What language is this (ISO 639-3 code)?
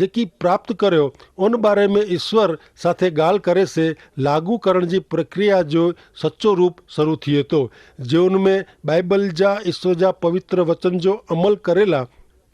kfr